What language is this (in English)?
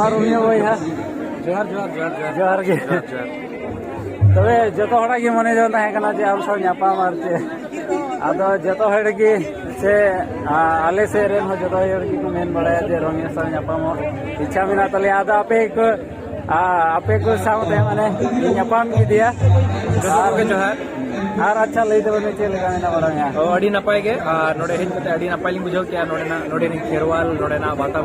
Santali